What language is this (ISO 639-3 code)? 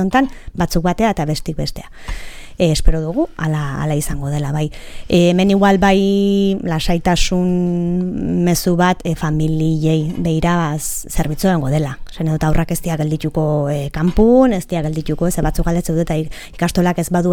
eus